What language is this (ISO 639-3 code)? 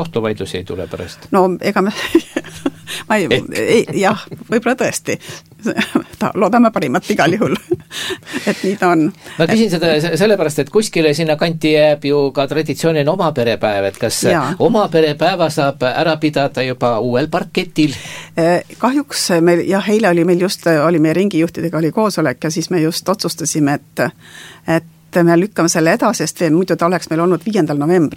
est